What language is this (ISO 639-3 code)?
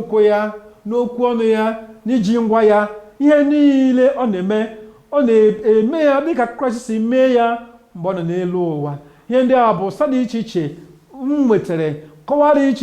ibo